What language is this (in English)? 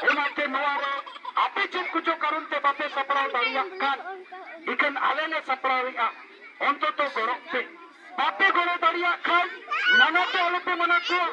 Santali